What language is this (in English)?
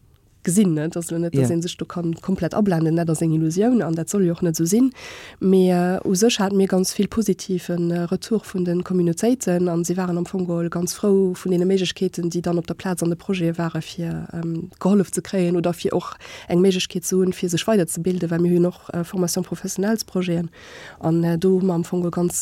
Luxembourgish